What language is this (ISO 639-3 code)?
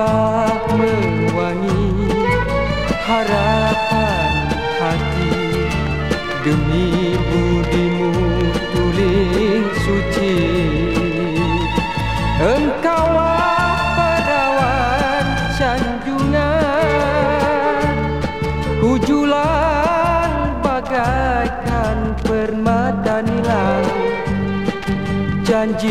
msa